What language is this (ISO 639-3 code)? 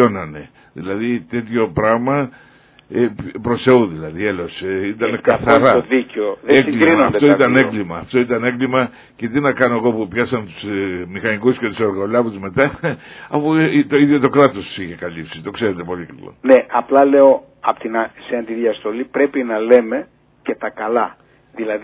ell